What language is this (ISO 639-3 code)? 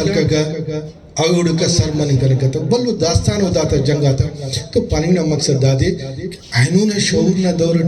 brh